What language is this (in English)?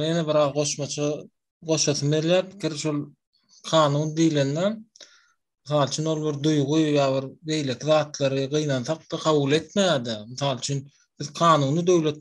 Turkmen